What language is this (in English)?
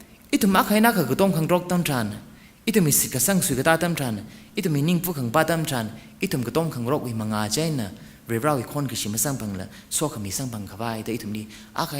Tangkhul Naga (India)